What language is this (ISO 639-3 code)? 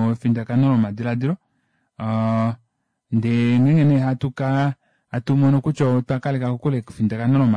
kua